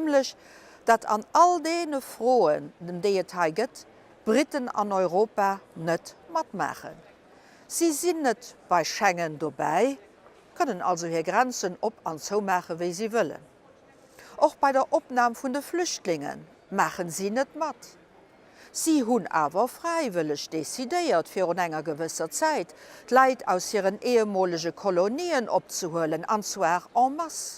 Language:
Luxembourgish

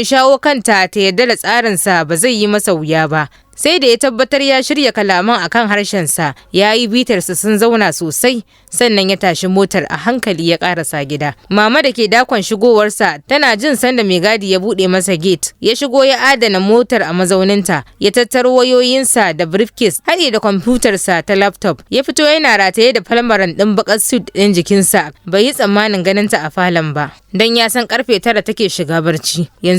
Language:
Hausa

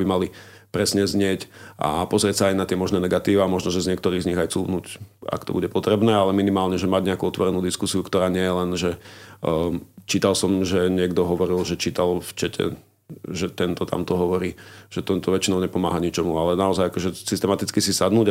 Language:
Slovak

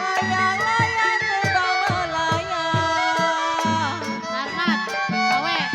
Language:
Betawi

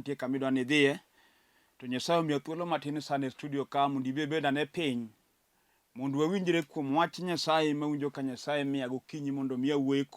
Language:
Luo (Kenya and Tanzania)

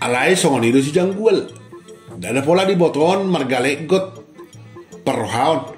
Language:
Batak Toba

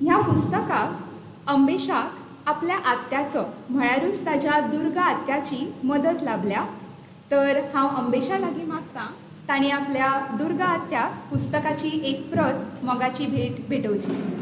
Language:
Konkani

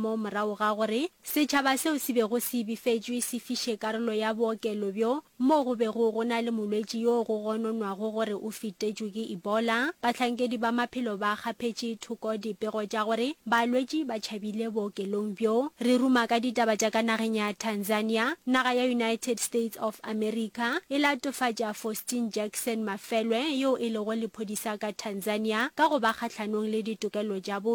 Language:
Northern Sotho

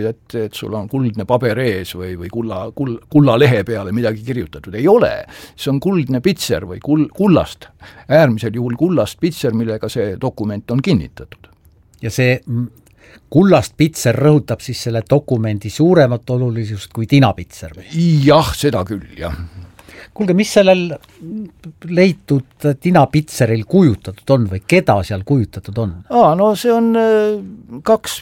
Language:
Estonian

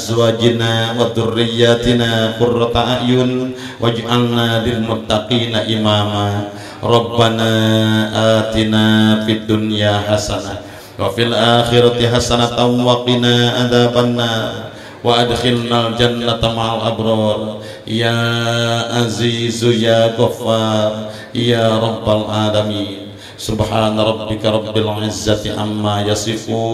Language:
Sundanese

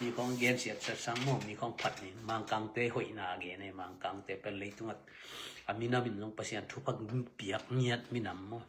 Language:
Tedim Chin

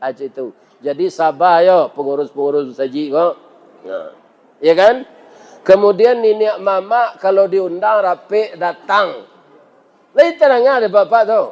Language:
Minangkabau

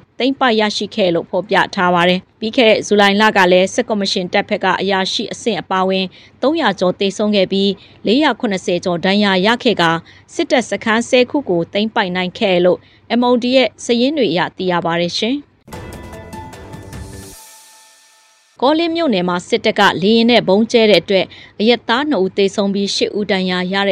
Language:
Burmese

